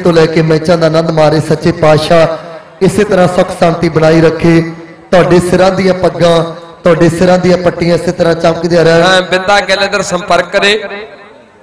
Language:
Punjabi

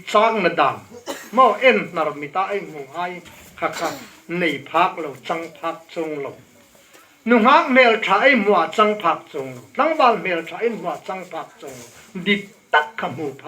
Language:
Hmar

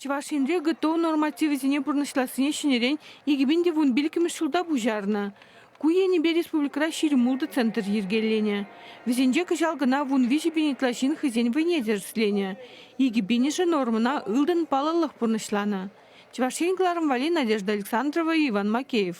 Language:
Chuvash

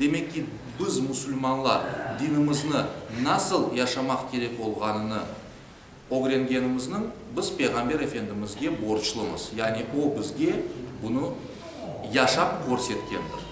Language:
Crimean Tatar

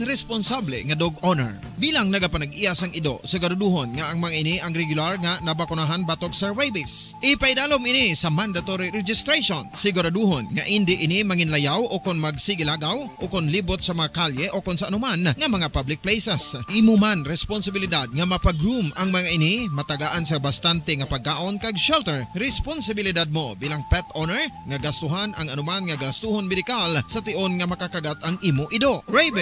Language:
Hiligaynon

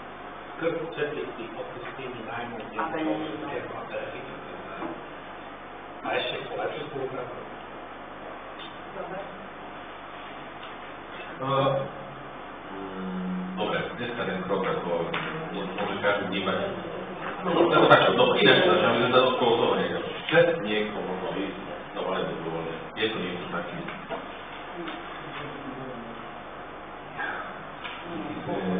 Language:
Slovak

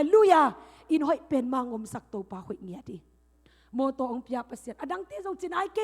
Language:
Tedim Chin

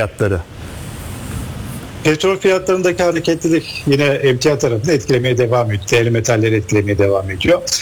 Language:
Turkish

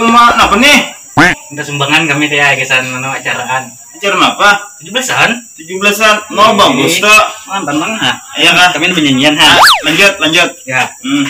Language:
Banjar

